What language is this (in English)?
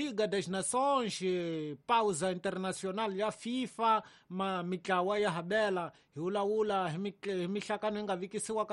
Tsonga